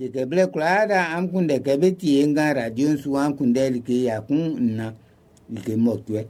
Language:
Baoulé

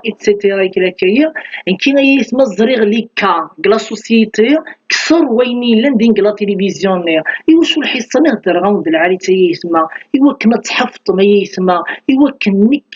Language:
Kabyle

